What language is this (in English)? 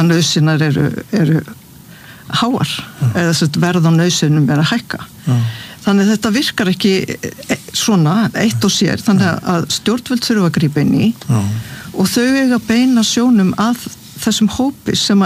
Icelandic